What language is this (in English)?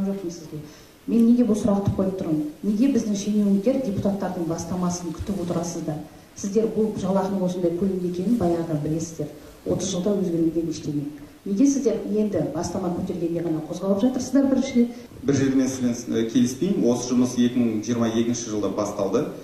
Kazakh